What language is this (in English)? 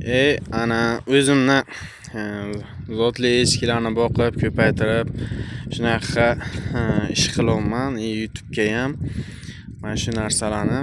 Uzbek